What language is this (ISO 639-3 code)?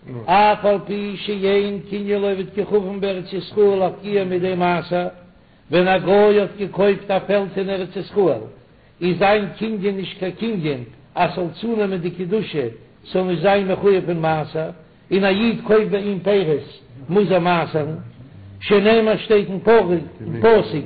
yid